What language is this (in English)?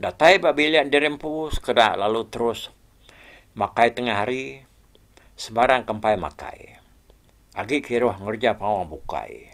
Iban